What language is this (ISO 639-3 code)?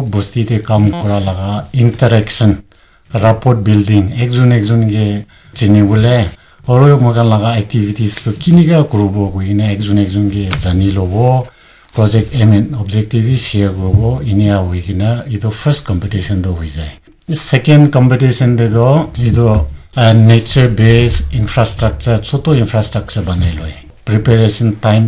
nag